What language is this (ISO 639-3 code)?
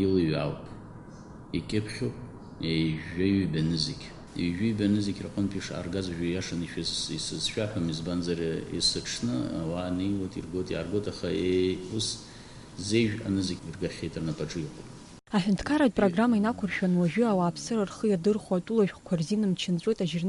abk